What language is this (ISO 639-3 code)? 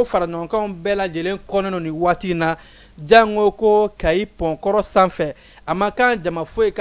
bam